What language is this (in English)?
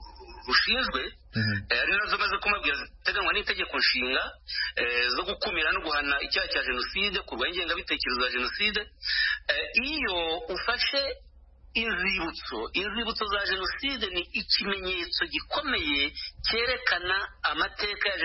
Kinyarwanda